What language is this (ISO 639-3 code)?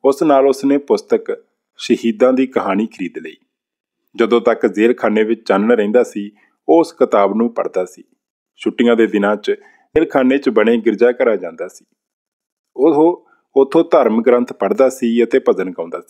pan